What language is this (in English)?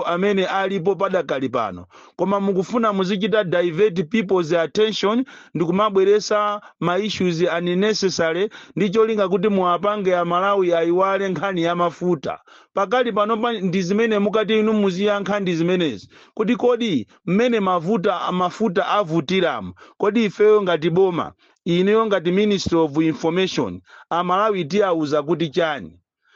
Nyanja